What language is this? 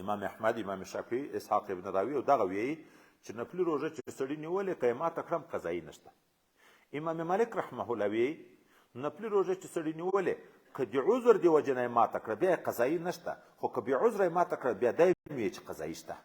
Pashto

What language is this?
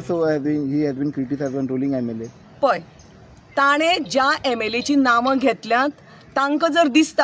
Konkani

